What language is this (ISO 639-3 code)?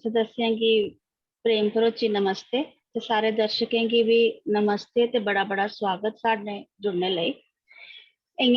doi